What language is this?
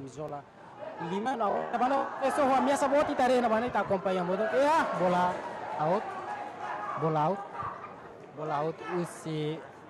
Tetum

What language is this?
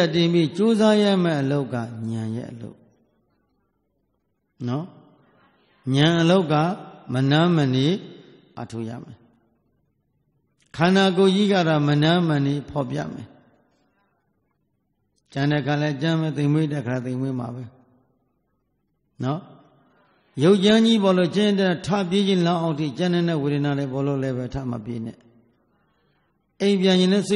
Burmese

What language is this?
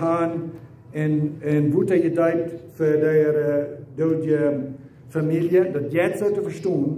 Plautdietsch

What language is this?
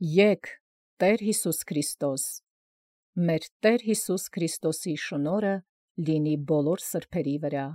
Armenian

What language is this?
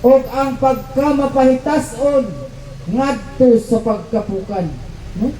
Cebuano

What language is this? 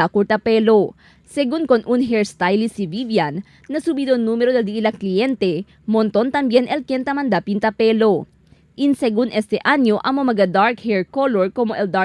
Chavacano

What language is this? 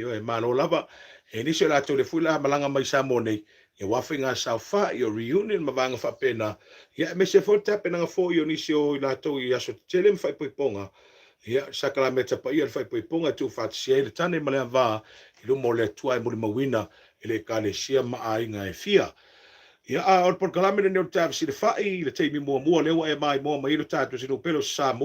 Samoan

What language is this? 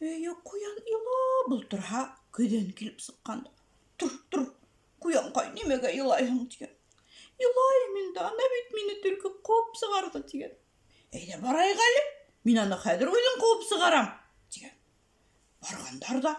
Bashkir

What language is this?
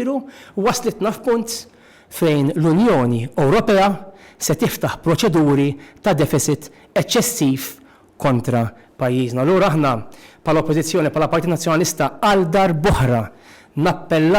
Maltese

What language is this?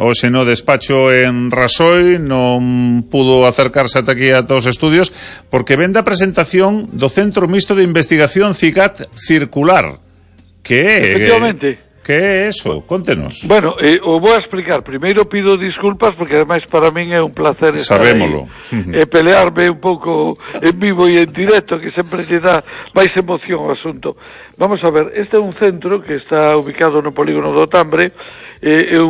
Galician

